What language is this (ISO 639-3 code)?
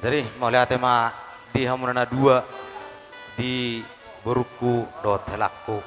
bbc